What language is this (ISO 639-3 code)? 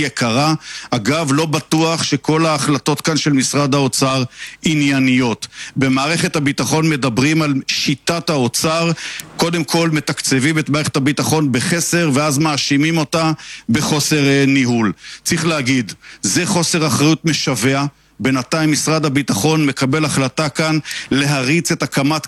heb